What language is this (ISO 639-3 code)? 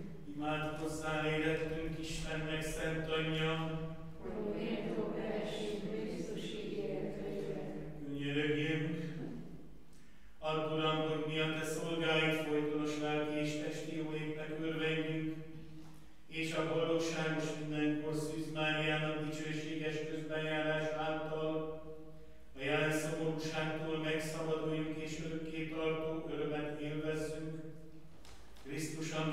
hun